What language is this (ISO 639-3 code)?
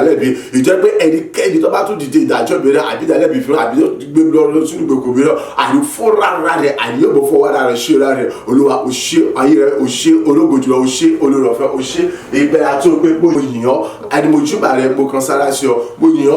yor